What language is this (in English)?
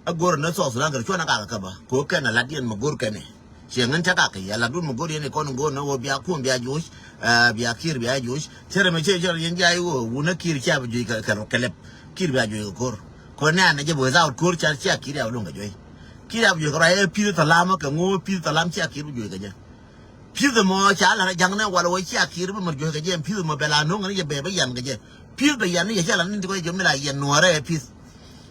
Nuer